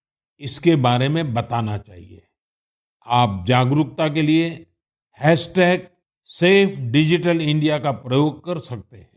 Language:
Hindi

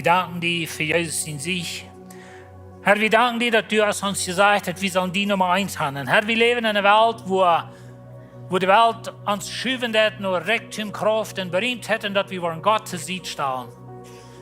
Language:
Plautdietsch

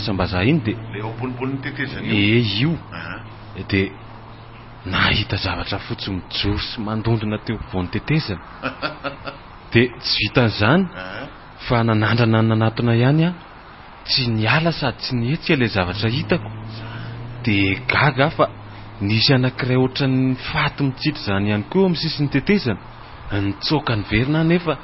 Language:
Malagasy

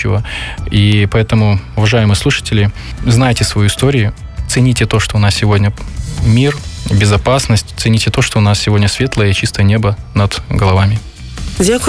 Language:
Russian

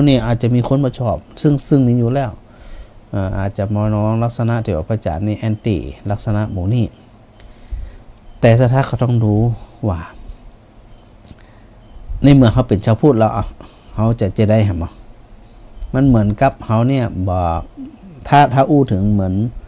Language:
Thai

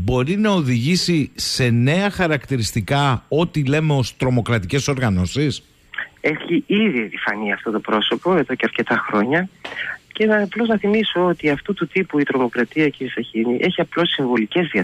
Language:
Greek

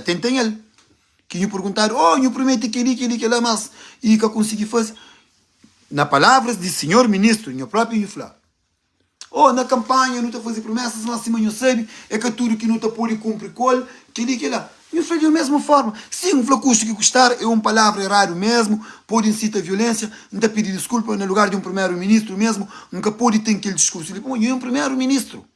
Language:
Kabuverdianu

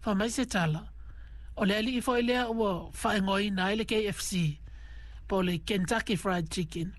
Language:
Samoan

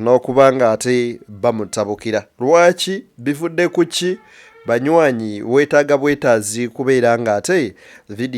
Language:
Ganda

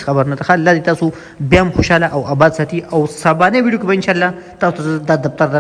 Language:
Pashto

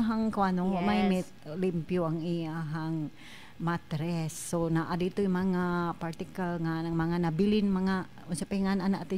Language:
Cebuano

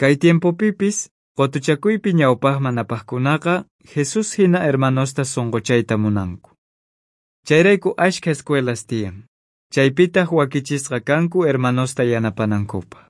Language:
South Bolivian Quechua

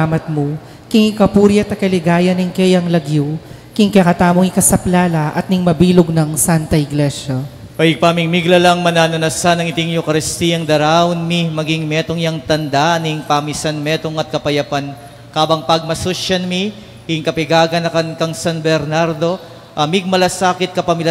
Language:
Pampanga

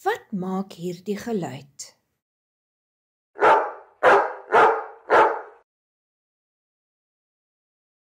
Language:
Afrikaans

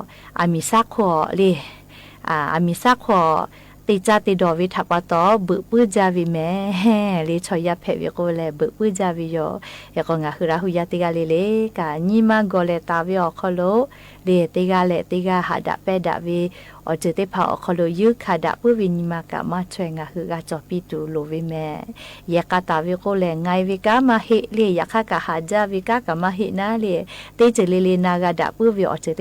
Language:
Lahu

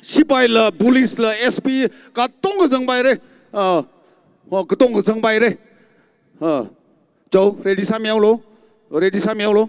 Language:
Tangkhul Naga (India)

